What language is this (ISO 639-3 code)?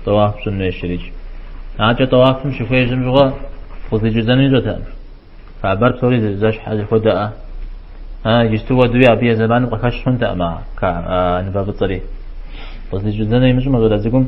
kbd